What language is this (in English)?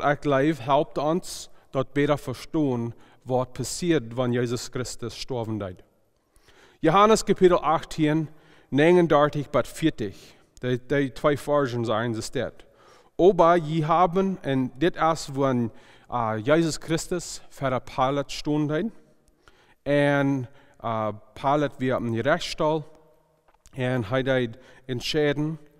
Plautdietsch